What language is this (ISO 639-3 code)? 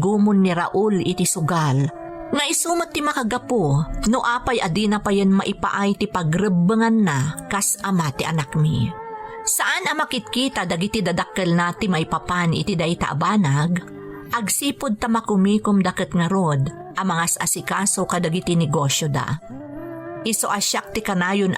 ilo